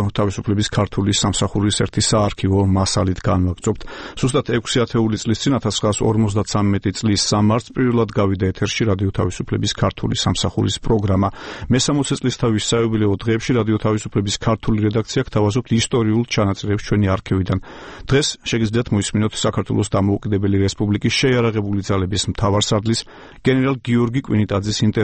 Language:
Georgian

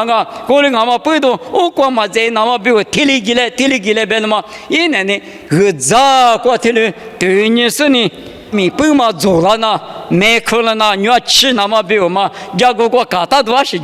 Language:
Lisu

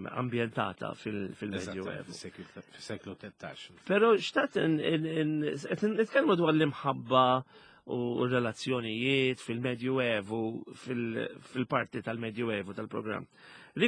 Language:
Maltese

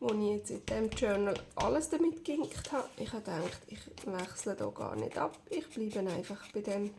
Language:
Swiss German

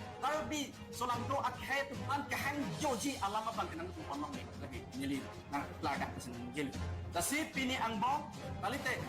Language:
Karbi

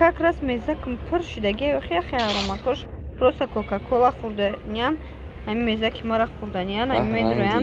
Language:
Tajik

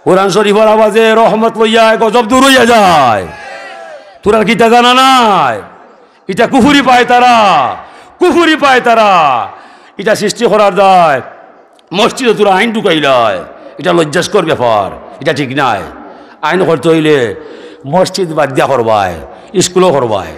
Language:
Sylheti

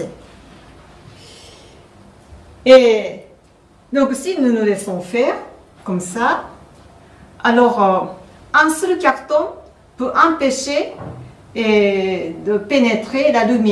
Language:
French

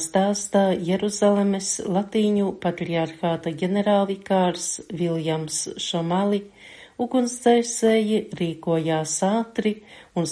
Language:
Latvian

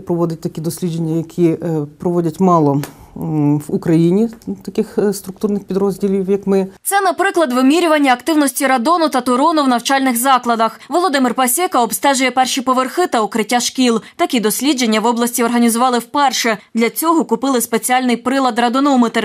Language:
Ukrainian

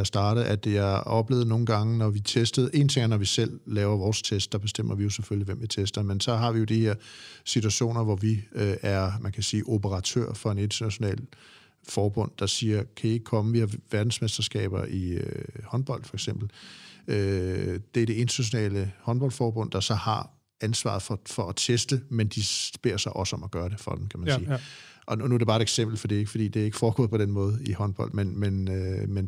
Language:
Danish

